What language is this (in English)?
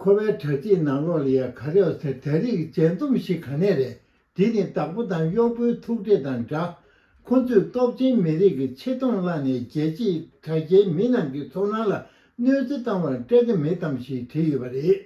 Tibetan